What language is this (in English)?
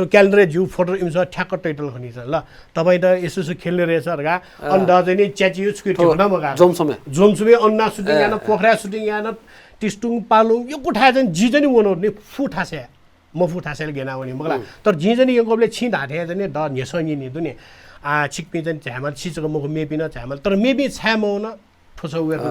Newari